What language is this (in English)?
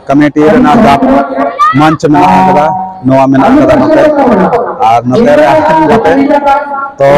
Santali